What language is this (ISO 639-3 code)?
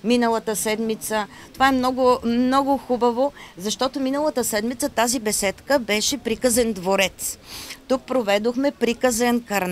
bul